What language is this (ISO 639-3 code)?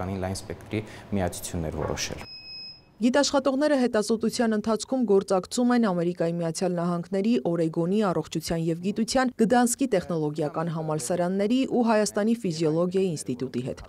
hye